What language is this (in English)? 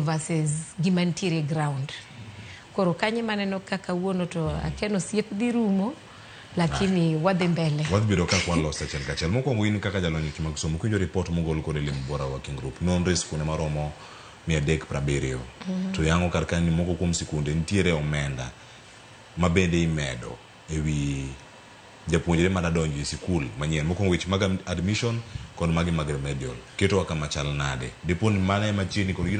Luo (Kenya and Tanzania)